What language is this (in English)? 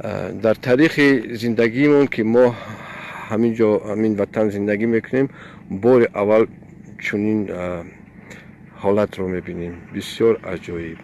Tajik